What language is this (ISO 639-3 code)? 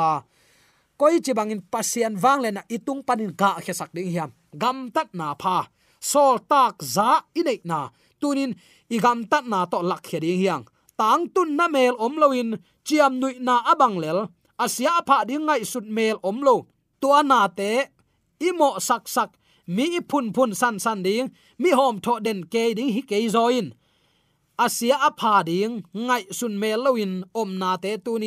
ctd